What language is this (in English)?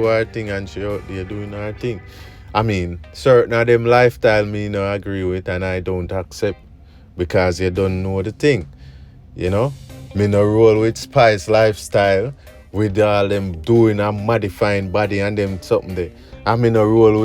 Jamaican Creole English